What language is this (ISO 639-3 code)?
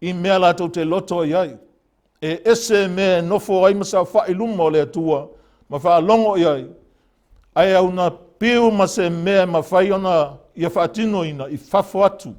smo